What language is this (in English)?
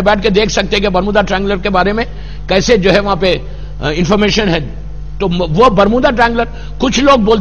Urdu